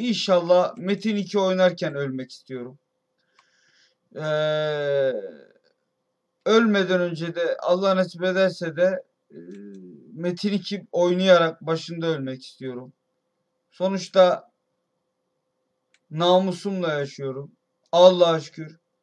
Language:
Turkish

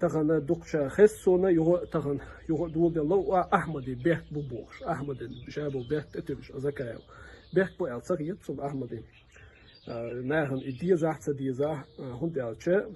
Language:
Chechen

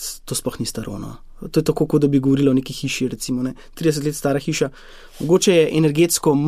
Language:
Slovenian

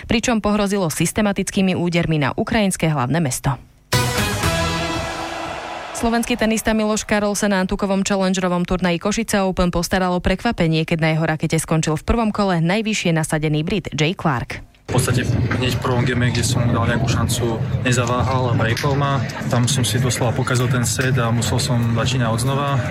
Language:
Slovak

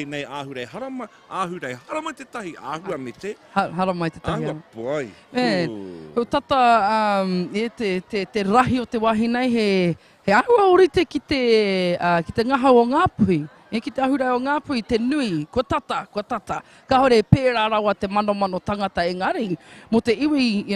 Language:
Māori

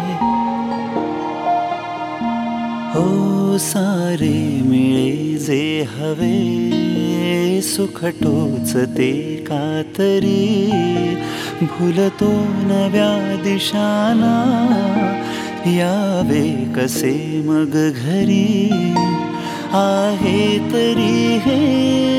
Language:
Marathi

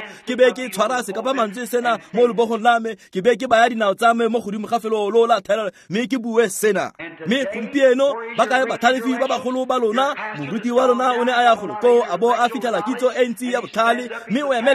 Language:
Tswana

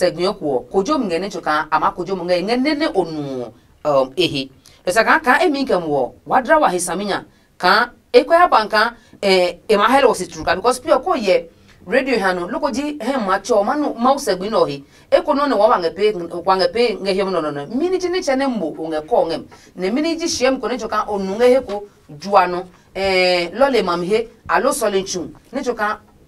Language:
Adangme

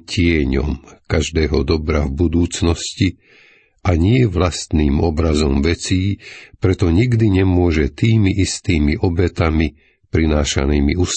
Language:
Slovak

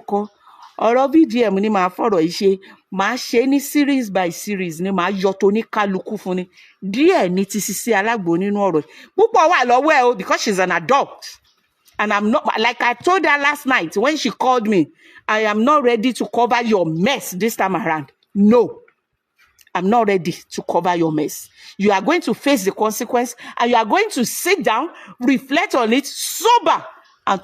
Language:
Yoruba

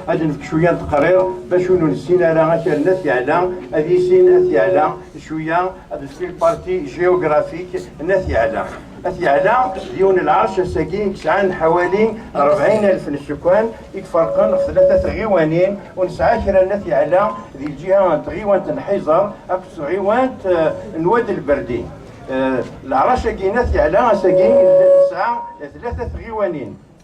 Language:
Kabyle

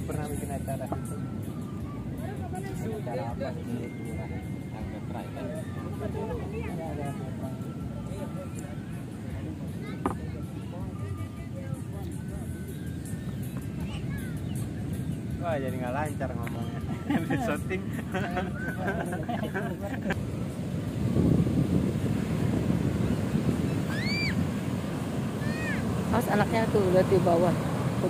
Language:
Indonesian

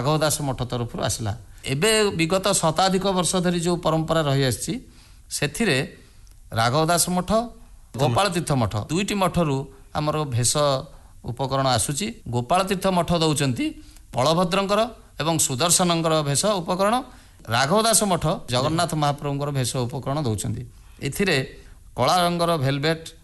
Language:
Odia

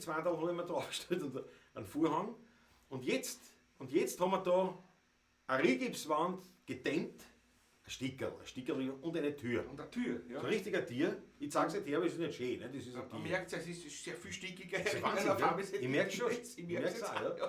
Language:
Bavarian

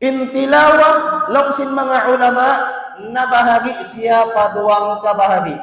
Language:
Tausug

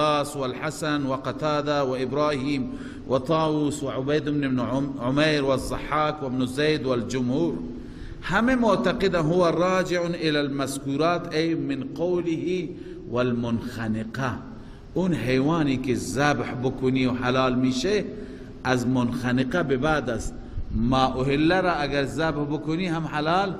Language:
Persian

